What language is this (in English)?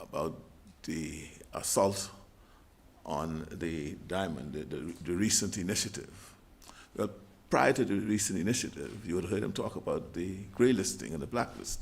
Tswana